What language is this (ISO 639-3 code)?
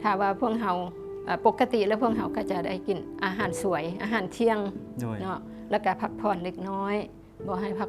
lao